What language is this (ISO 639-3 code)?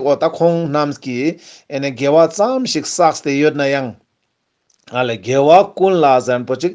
lbj